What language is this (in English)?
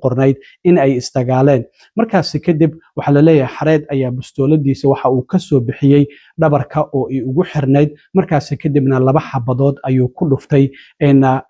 Somali